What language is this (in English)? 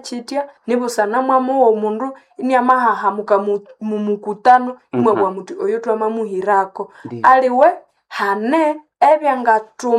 Nande